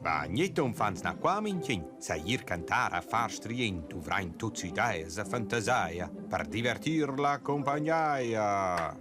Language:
Romansh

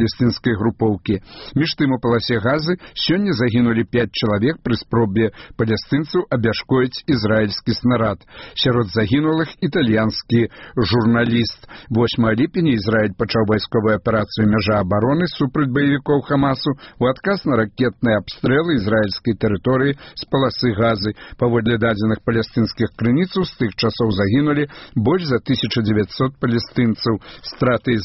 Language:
Belarusian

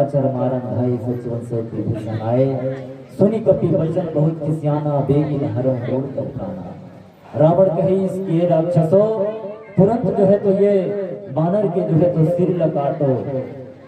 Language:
Chhattisgarhi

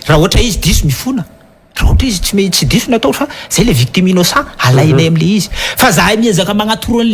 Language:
Malagasy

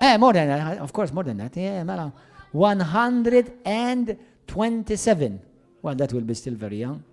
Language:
English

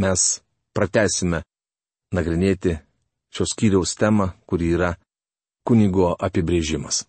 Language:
Lithuanian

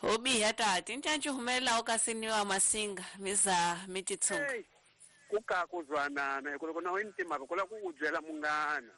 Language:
Tsonga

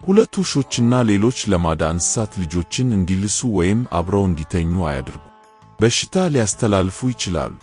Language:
Amharic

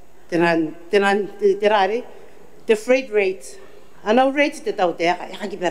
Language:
Gilbertese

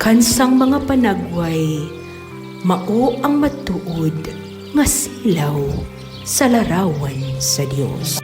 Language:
Cebuano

